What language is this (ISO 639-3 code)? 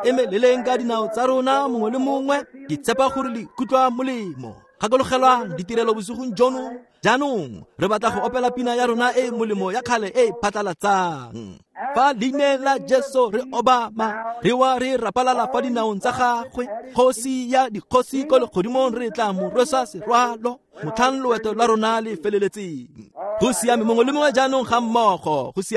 tsn